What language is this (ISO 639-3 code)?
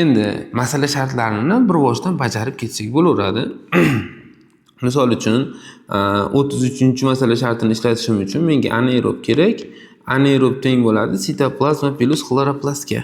uzb